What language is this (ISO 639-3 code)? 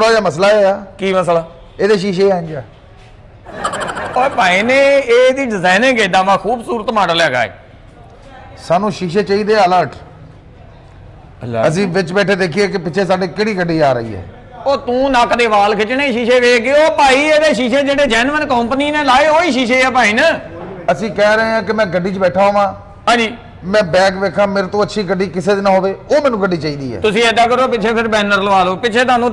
pan